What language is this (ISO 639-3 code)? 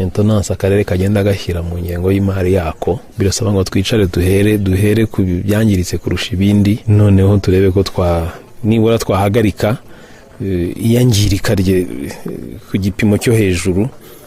kin